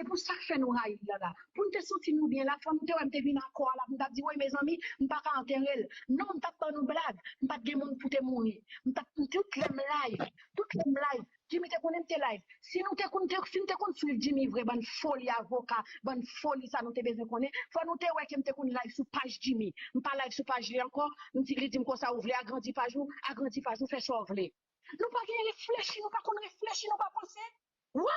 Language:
Haitian Creole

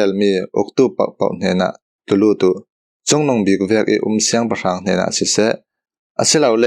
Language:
Falam Chin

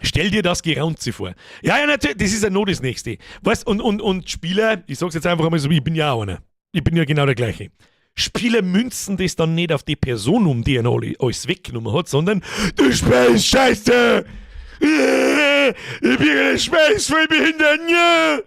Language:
Bavarian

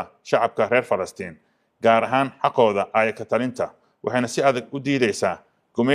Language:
Somali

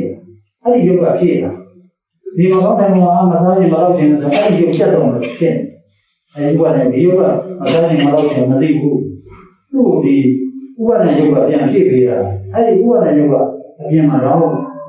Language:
Burmese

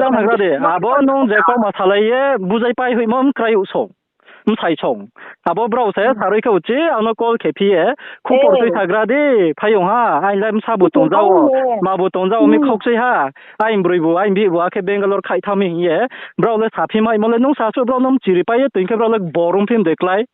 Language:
Riang (India)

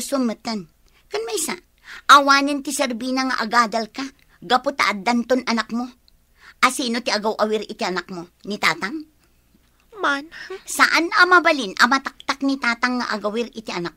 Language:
Iloko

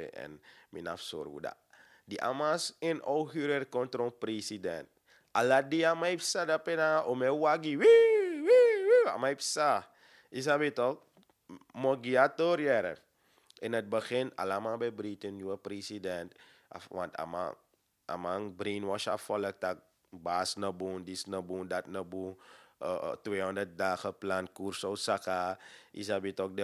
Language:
Sranan Tongo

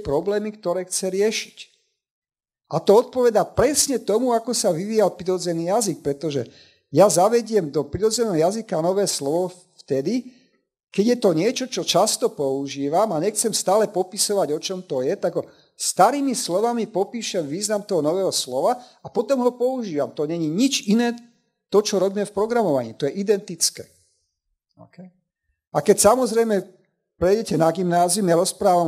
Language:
Slovak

